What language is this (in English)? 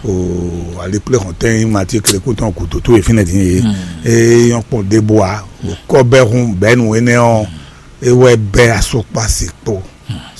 Fon